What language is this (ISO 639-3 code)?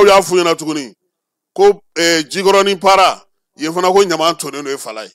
bam